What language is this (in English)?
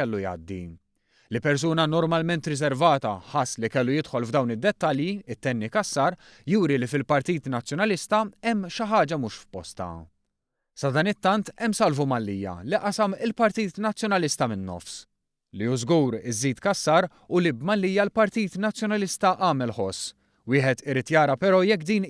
Maltese